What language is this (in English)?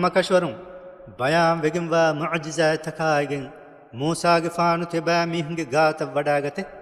Divehi